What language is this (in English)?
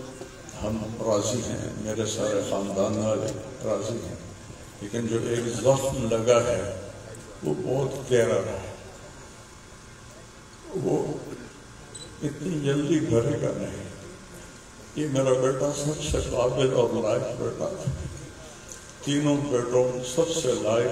Urdu